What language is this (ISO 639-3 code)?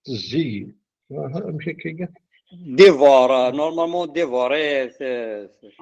kab